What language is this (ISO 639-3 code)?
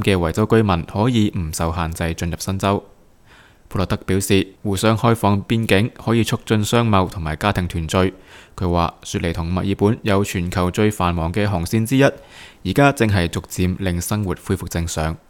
yue